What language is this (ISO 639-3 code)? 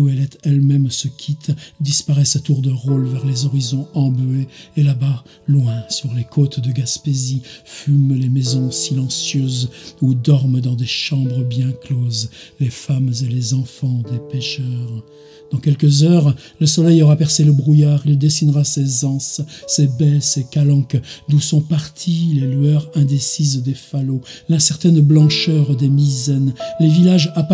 fra